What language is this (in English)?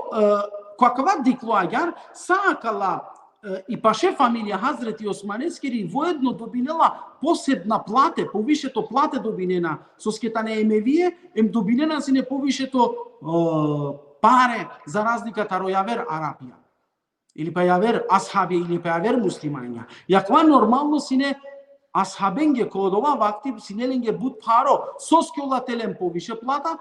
Balkan Romani